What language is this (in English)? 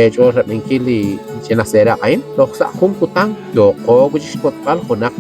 Kekchí